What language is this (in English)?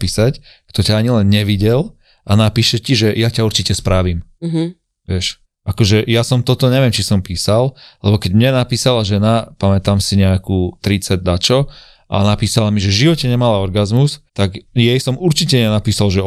Slovak